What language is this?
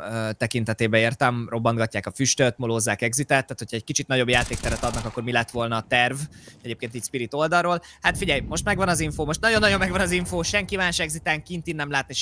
Hungarian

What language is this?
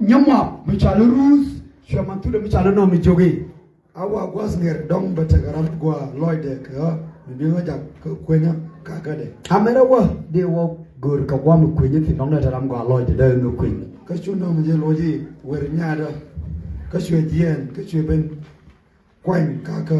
Nuer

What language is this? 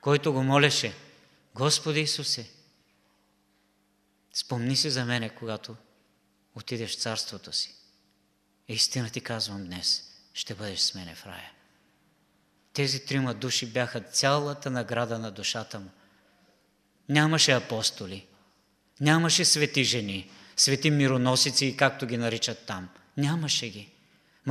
Bulgarian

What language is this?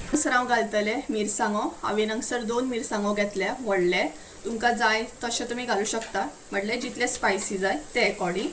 Konkani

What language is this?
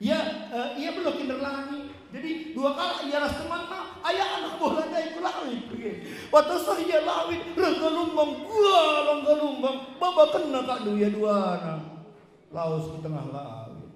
Batak Karo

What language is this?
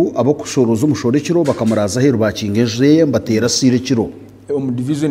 Nyankole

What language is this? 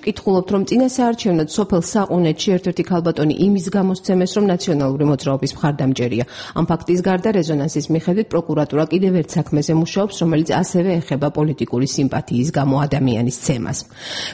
Georgian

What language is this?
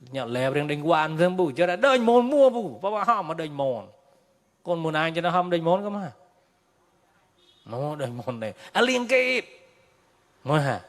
Mon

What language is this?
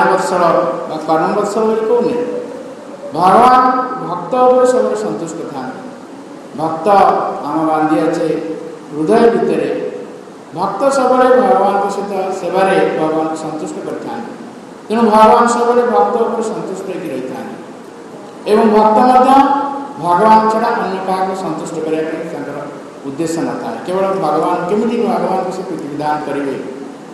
Odia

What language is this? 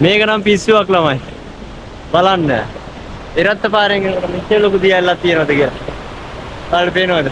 Sinhala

